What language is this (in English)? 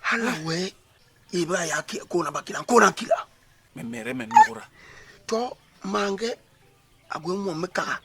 Basaa